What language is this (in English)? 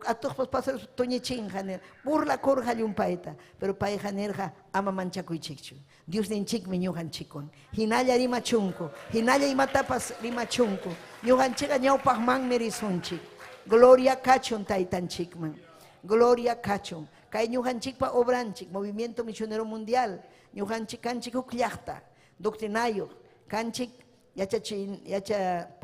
Ayacucho Quechua